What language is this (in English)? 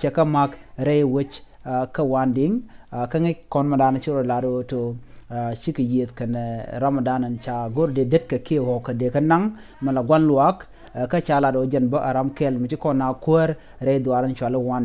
Nuer